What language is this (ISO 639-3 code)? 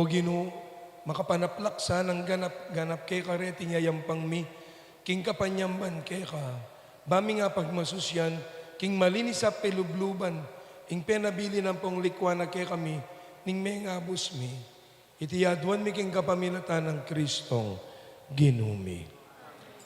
pam